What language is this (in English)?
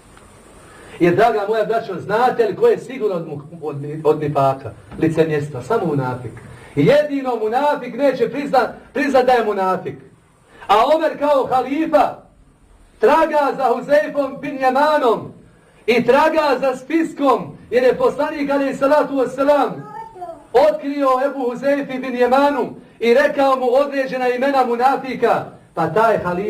Bosnian